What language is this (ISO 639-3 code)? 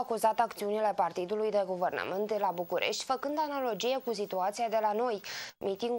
ron